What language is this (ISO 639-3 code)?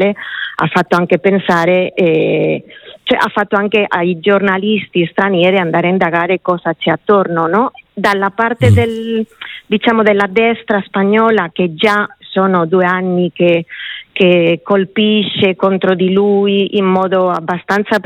ita